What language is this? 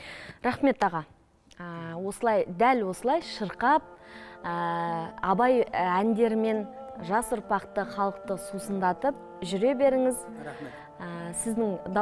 Kazakh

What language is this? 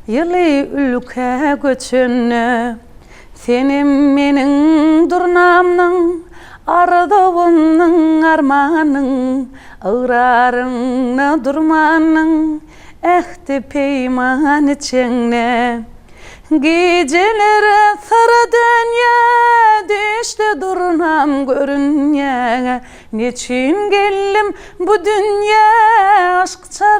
Turkmen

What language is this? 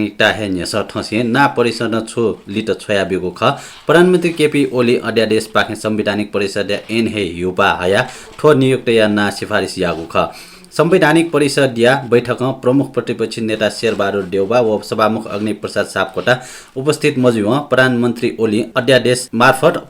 Newari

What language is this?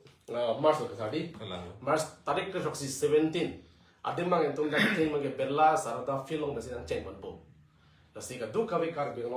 Karbi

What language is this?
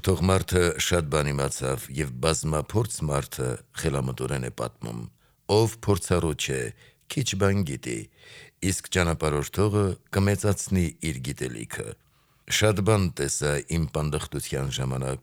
Armenian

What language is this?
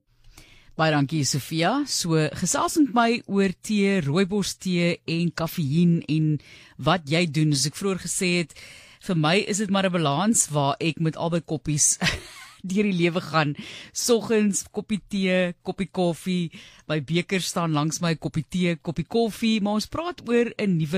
Afrikaans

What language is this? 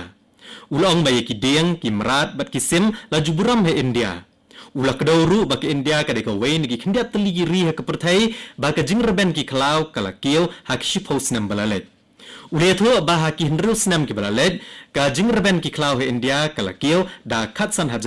Khasi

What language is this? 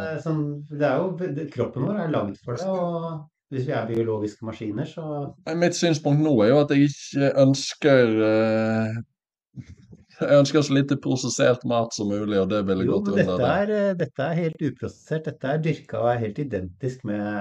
Norwegian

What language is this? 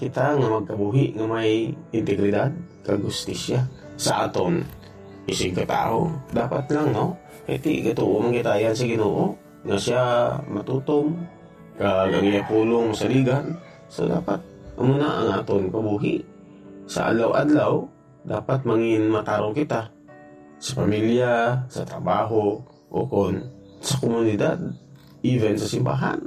Hiligaynon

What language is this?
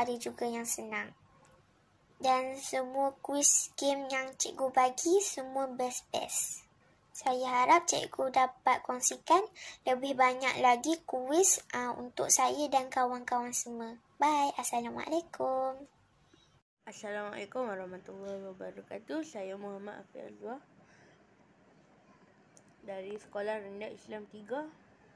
Malay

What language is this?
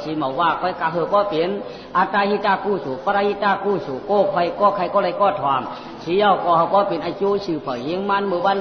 Shan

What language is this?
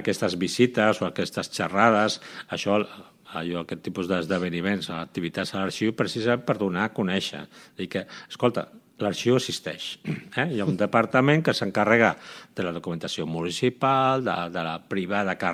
Catalan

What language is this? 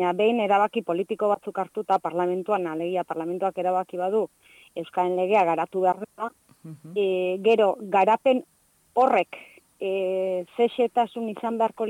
Basque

